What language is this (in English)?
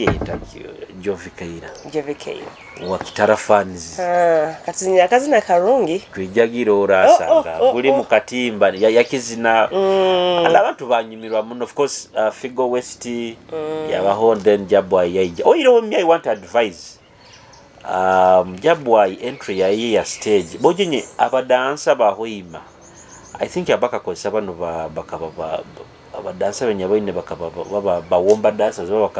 Nyoro